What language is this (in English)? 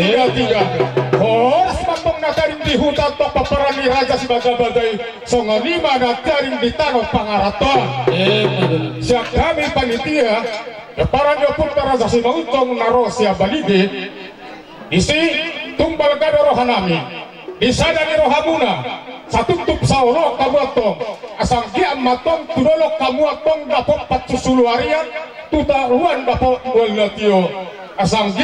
Batak Toba